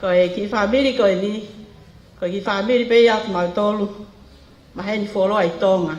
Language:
Tongan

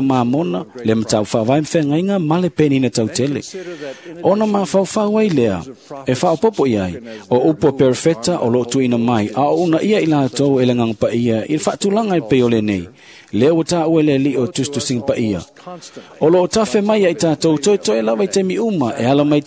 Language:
Samoan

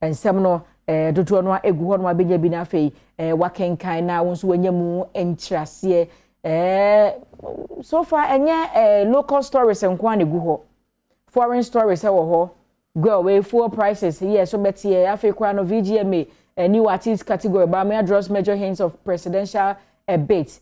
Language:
Akan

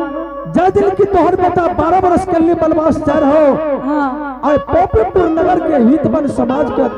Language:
Angika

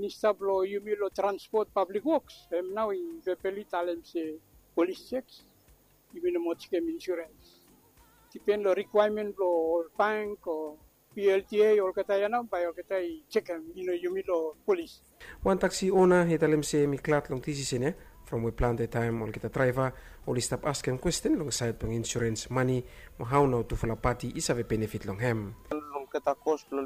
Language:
Bislama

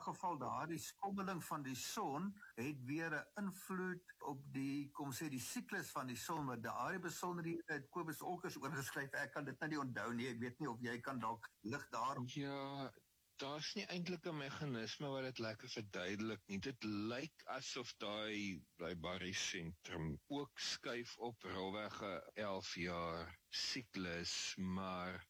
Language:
Afrikaans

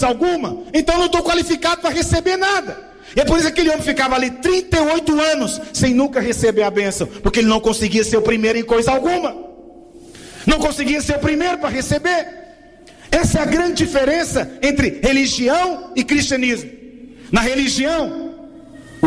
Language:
Portuguese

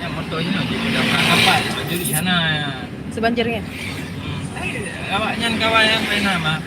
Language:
Achinese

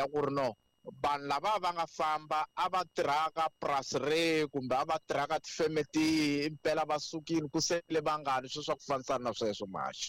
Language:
Tsonga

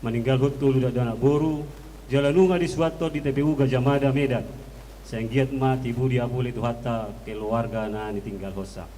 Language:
Batak Toba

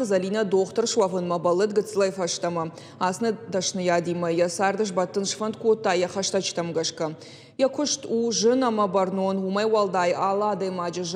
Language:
Ossetic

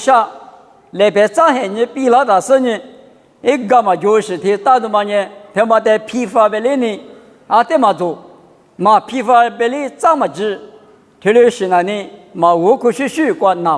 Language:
Lisu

